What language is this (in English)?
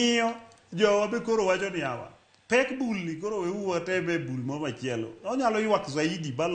Luo (Kenya and Tanzania)